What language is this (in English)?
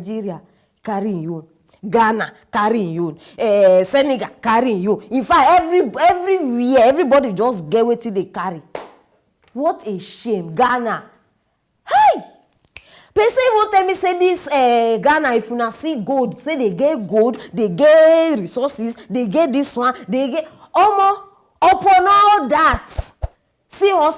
Nigerian Pidgin